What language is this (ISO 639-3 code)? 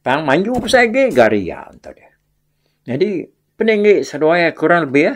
iba